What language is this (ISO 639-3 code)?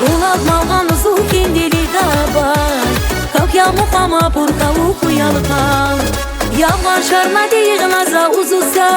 tab